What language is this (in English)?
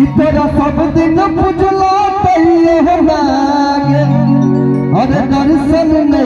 Maithili